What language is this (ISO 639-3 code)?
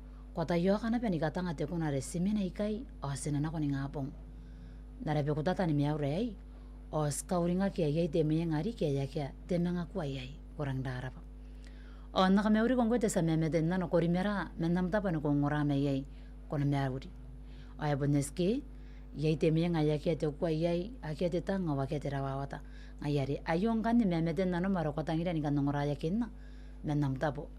gil